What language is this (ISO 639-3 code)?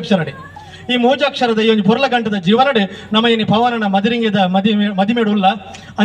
tcy